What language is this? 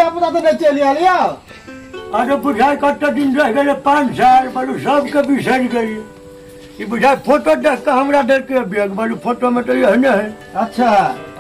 Maithili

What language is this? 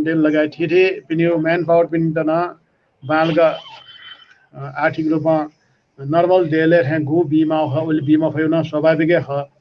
Newari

